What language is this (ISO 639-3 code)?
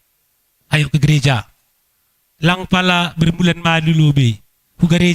bts